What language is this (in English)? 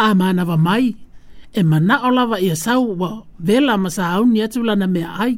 Samoan